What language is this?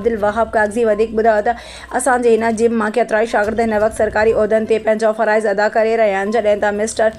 Sindhi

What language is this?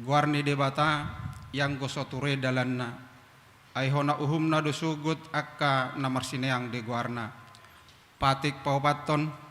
Batak Toba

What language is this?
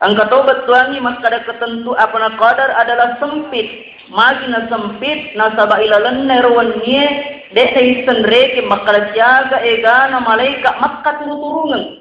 Buginese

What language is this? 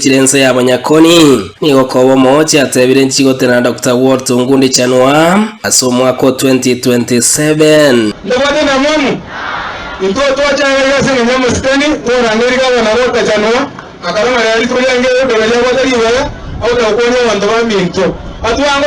Gusii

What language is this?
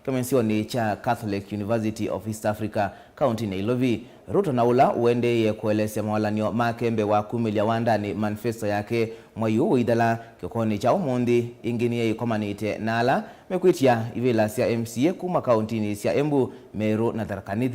Kamba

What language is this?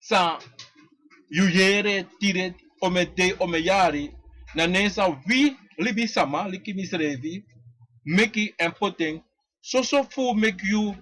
Sranan Tongo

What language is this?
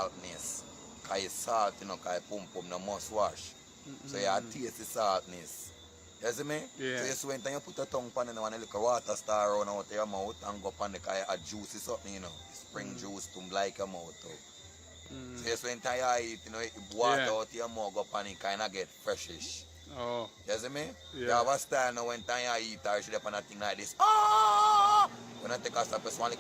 Jamaican Creole English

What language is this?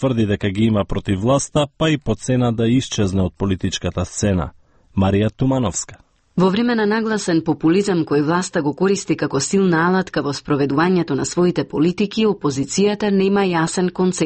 Macedonian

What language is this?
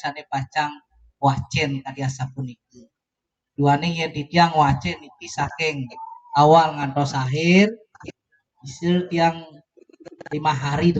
Balinese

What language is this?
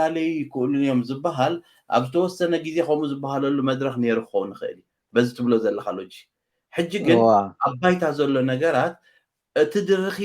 Tigrinya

